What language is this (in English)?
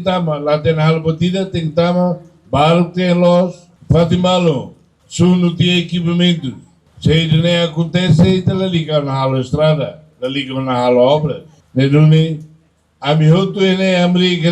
Tetum